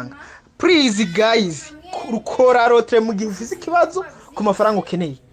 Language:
Rundi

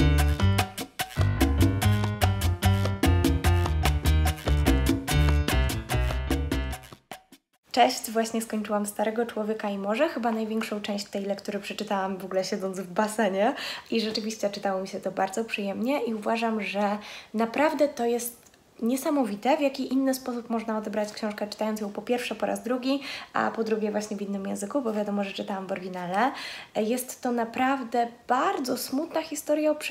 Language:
Polish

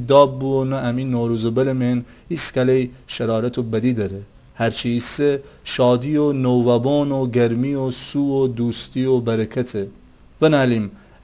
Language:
Gilaki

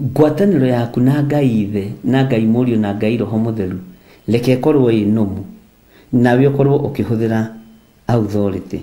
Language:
Kikuyu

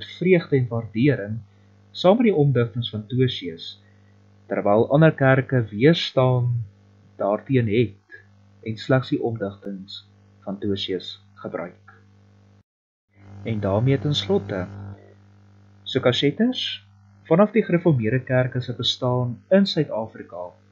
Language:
Afrikaans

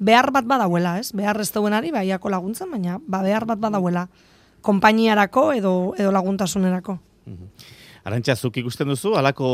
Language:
Basque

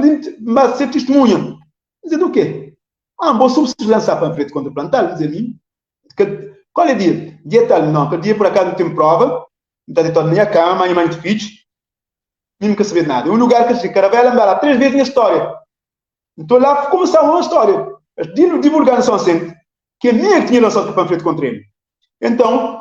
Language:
Kabuverdianu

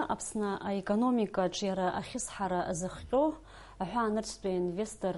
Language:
Abkhazian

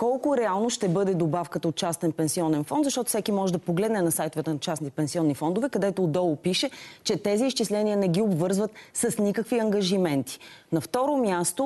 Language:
Bulgarian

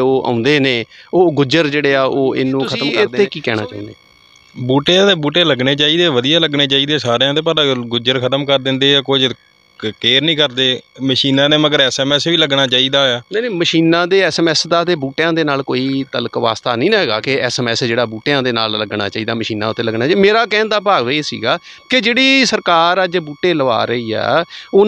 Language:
Punjabi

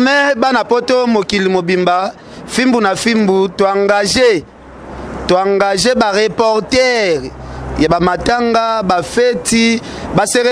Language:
Lingala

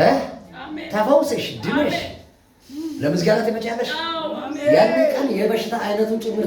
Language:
Amharic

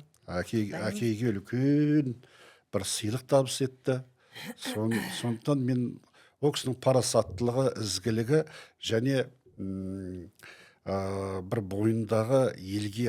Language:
Kazakh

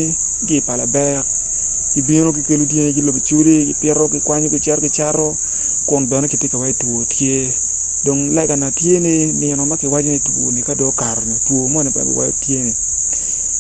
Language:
Acoli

